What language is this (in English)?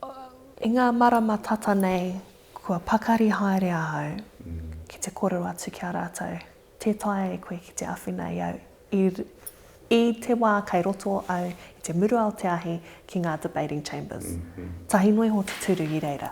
Māori